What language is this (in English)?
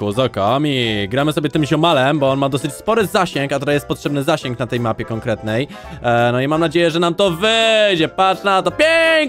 Polish